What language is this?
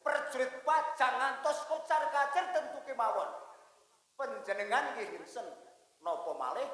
Javanese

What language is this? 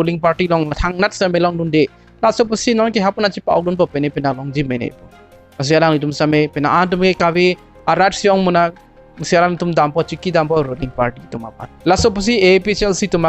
Karbi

